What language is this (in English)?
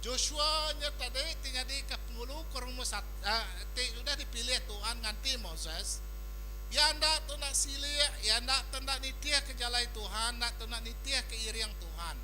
Iban